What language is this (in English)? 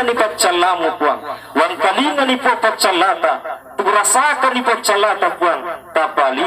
Buginese